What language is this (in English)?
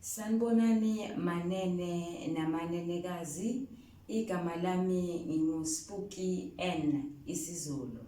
Zulu